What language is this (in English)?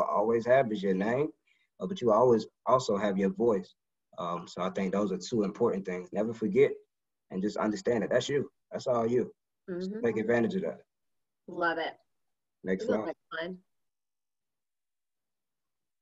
English